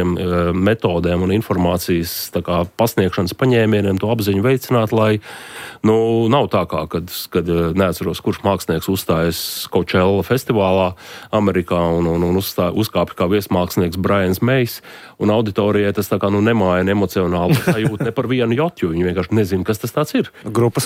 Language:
Latvian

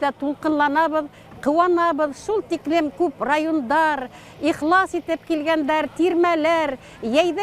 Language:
Bashkir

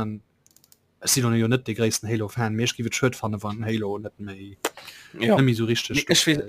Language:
Luxembourgish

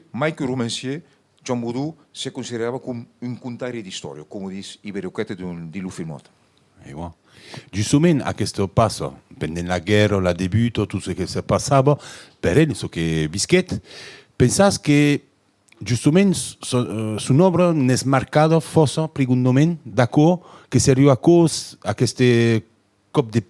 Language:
Occitan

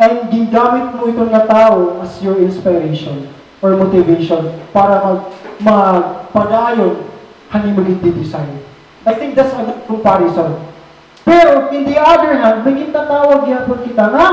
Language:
Waray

